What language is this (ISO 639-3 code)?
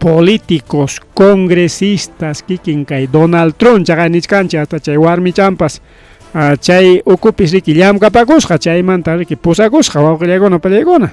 quy